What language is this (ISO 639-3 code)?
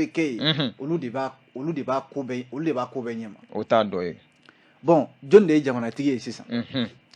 bam